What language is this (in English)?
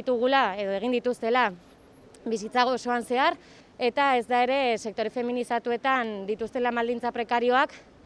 Basque